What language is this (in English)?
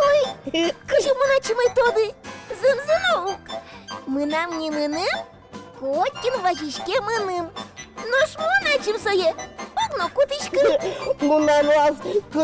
Udmurt